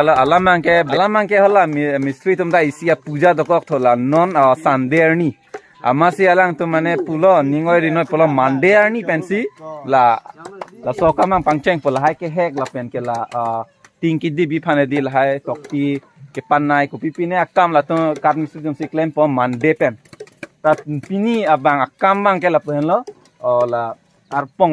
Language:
Karbi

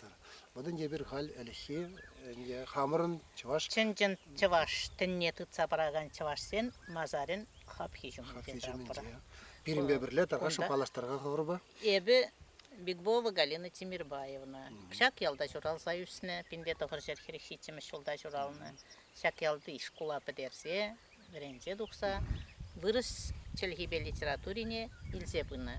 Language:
Chuvash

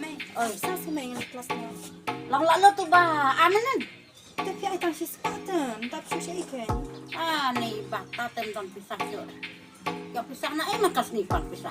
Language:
Khasi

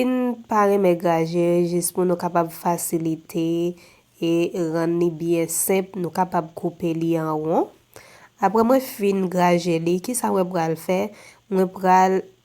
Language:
Haitian Creole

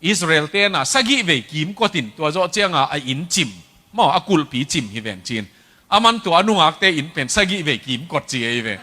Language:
Tedim Chin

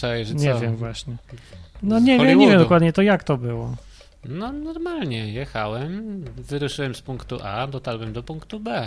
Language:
Polish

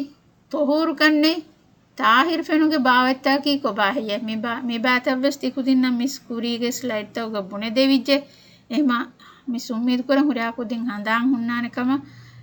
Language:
Divehi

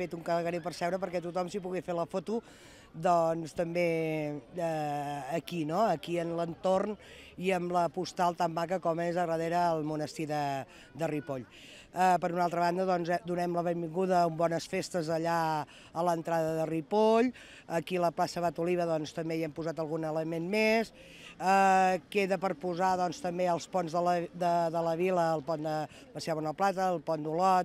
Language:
Catalan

